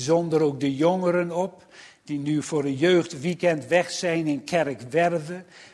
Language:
Dutch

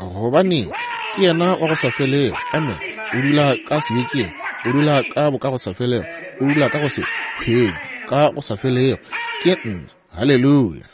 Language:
Northern Sotho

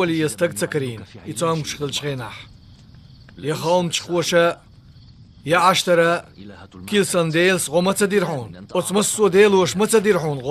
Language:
Chechen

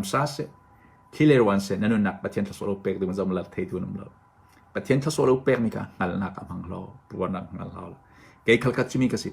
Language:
Hakha Chin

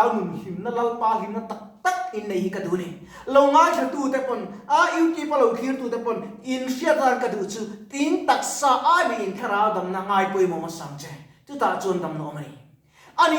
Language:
Mizo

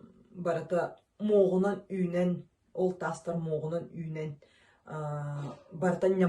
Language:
Yakut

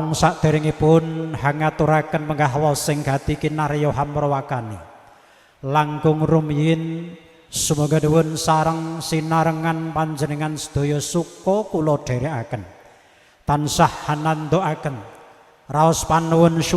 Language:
Javanese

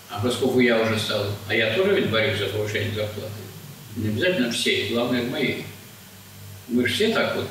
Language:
Russian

